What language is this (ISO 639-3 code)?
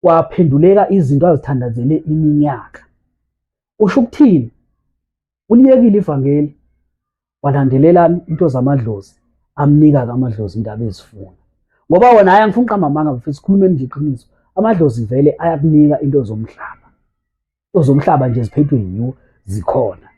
zul